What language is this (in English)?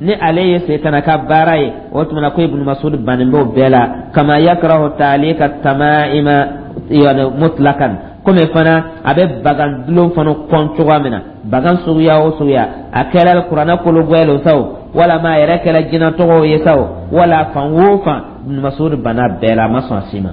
Dyula